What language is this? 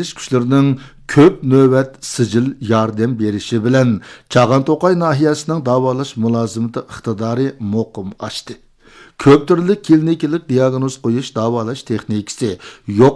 Uyghur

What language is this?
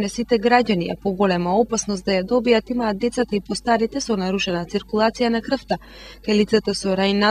Macedonian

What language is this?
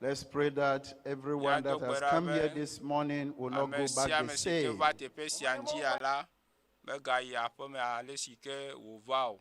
Ewe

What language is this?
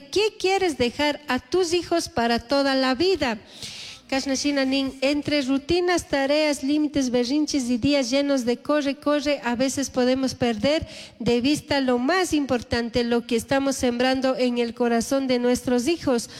Chimborazo Highland Quichua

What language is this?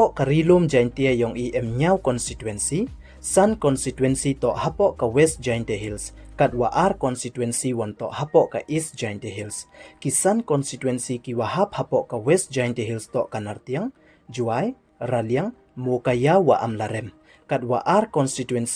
Pnar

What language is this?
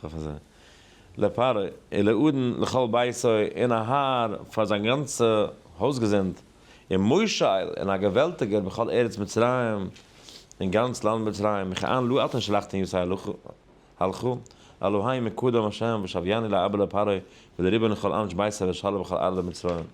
Yiddish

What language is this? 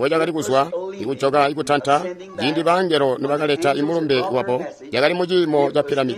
Tonga (Zambia)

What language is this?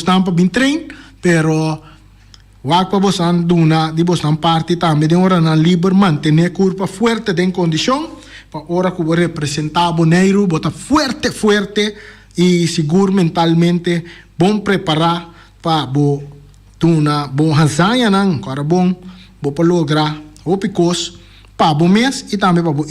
Papiamento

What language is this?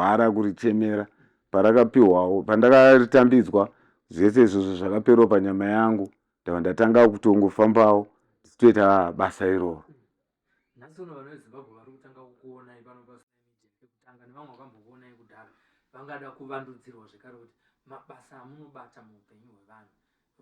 Shona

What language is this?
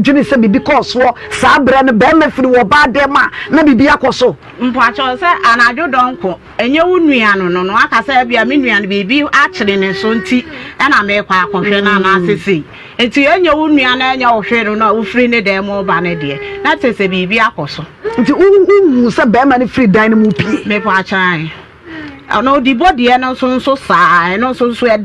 Akan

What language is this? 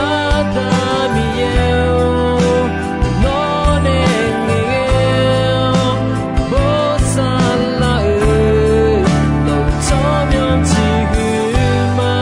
Akha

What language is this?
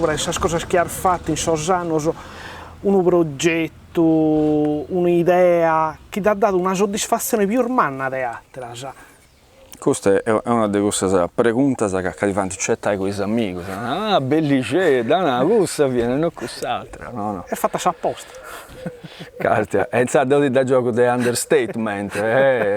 Sardinian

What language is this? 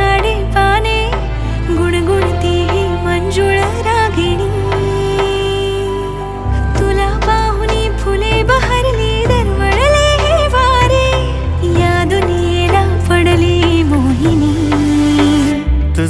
Marathi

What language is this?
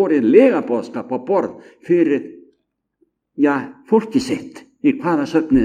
Icelandic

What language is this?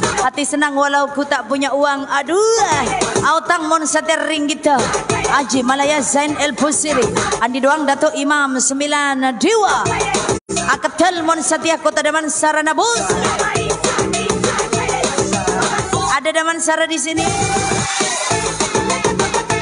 Malay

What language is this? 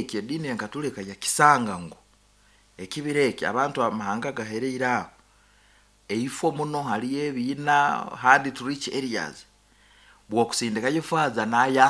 Nyankole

